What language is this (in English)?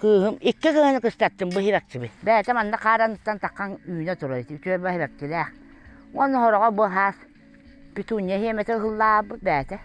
Yakut